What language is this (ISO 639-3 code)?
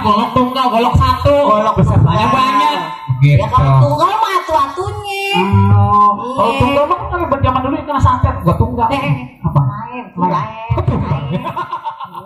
bew